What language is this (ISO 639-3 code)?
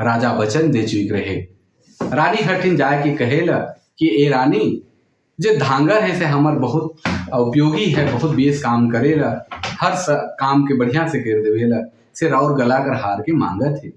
sck